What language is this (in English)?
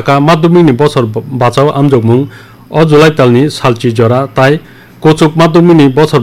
Kok Borok